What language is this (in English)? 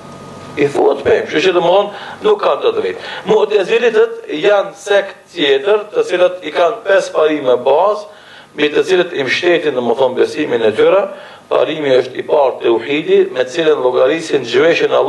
Albanian